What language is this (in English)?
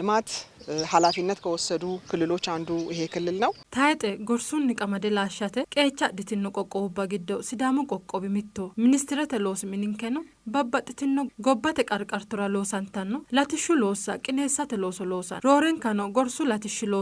Sidamo